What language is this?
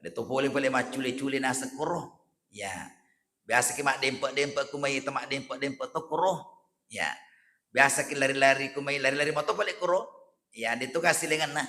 Buginese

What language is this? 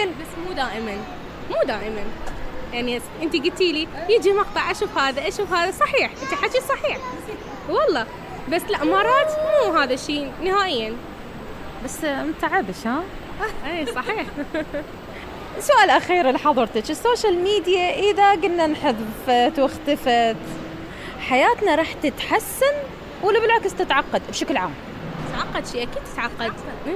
Mesopotamian Arabic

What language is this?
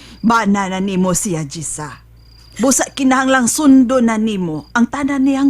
Cebuano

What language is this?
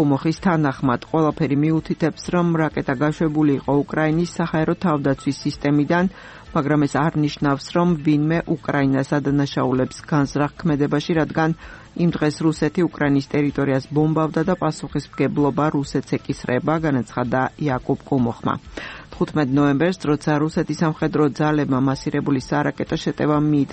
Georgian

